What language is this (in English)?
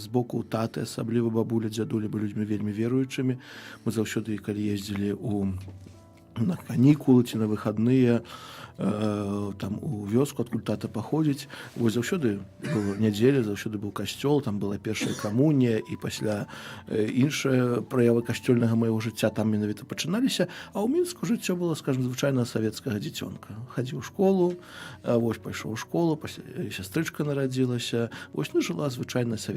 Belarusian